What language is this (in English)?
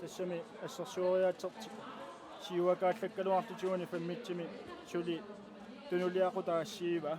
Kalaallisut